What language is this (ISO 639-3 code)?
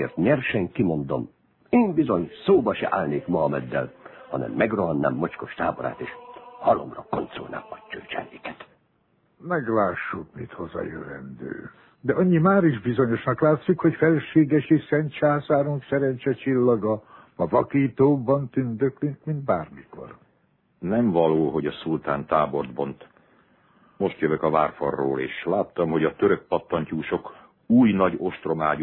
hun